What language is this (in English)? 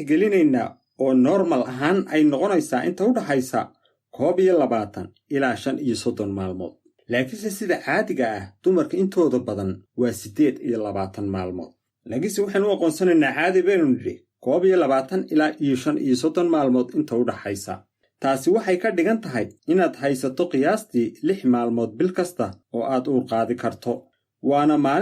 Somali